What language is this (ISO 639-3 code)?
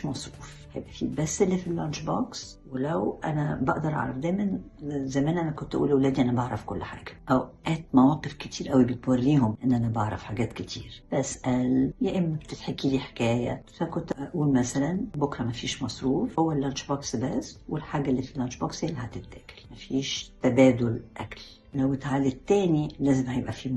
arz